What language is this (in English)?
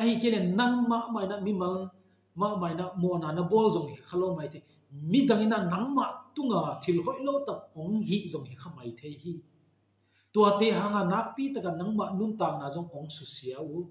Tedim Chin